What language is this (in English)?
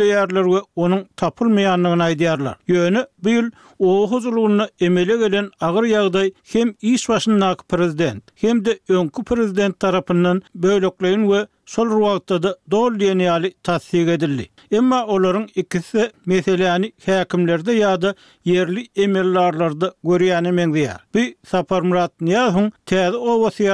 Turkmen